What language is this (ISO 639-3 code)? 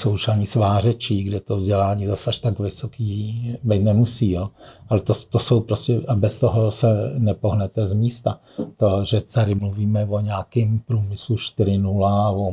ces